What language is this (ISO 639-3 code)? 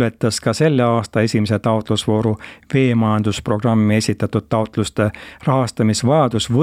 est